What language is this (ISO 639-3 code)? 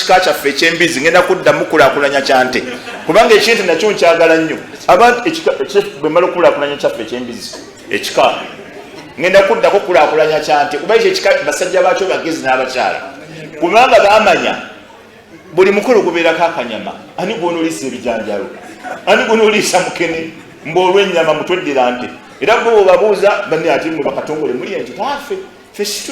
lug